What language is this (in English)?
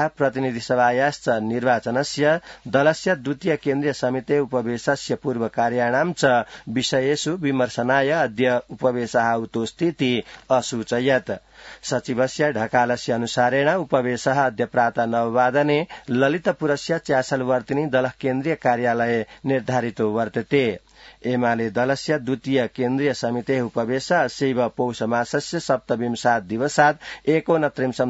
Sanskrit